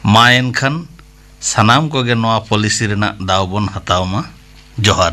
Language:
Santali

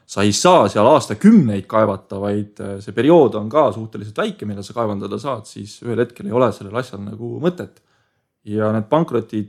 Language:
Estonian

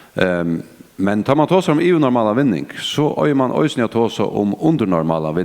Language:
Faroese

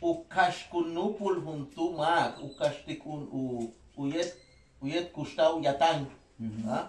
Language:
Yucateco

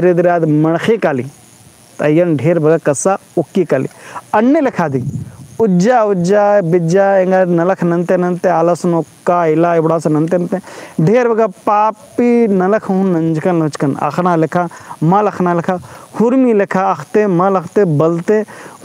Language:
Kurukh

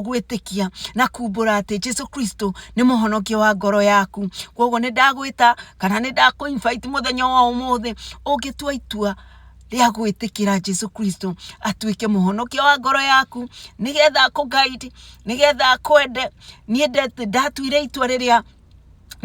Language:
Kikuyu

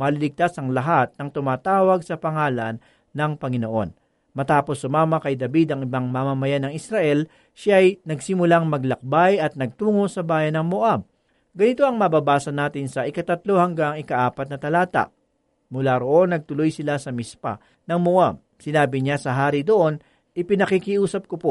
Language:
Filipino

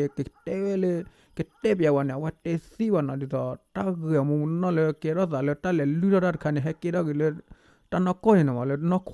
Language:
S'gaw Karen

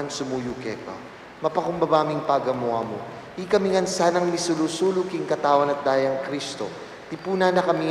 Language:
Pampanga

